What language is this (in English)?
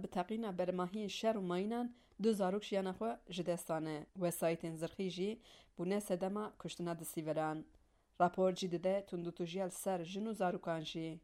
Kurdish